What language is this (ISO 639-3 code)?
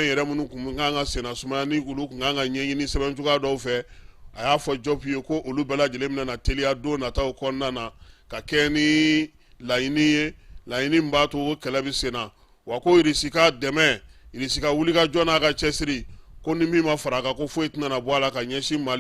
bam